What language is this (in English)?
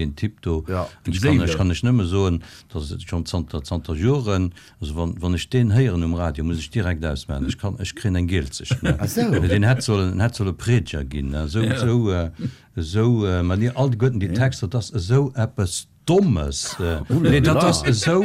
Luxembourgish